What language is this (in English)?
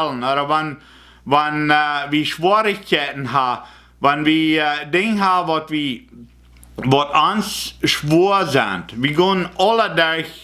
Plautdietsch